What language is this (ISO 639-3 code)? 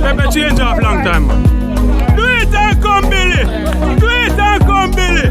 jam